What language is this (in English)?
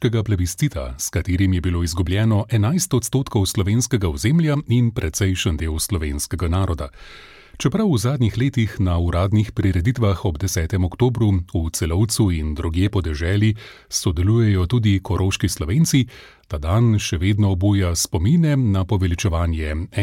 Slovenian